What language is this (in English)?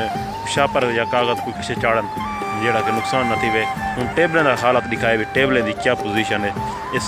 Saraiki